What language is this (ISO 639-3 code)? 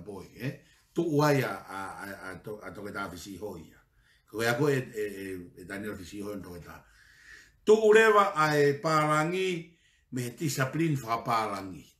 ton